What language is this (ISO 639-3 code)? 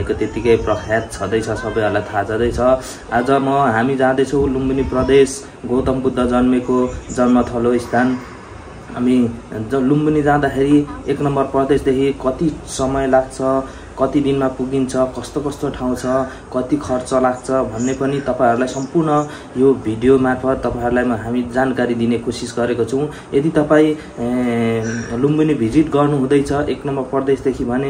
nep